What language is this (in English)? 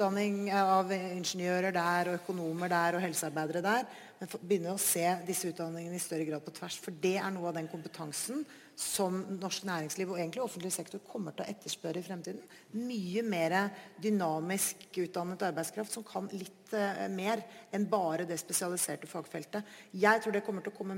Norwegian